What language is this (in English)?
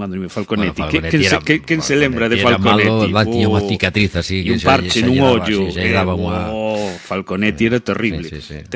Galician